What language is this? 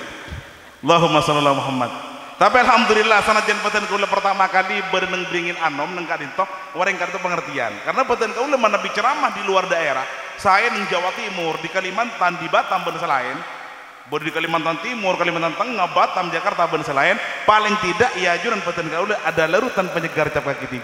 Madurese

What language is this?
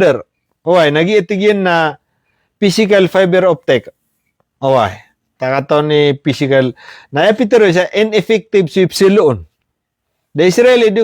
Maranao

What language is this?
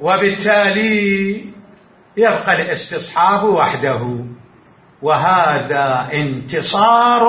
Mesopotamian Arabic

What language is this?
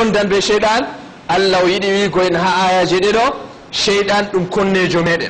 Fula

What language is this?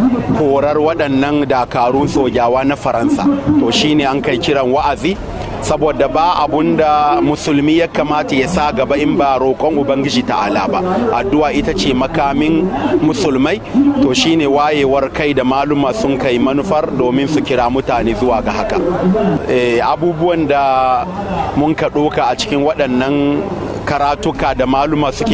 Hausa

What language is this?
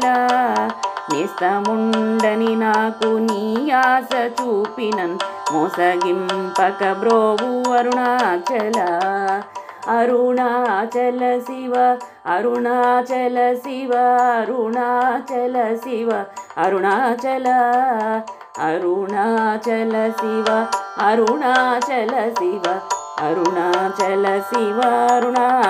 Telugu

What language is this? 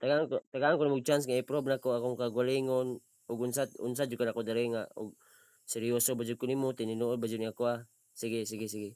Cebuano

